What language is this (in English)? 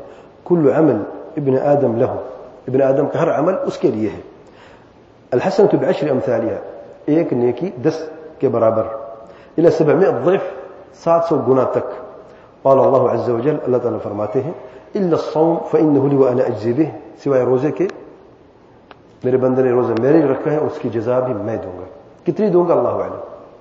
Urdu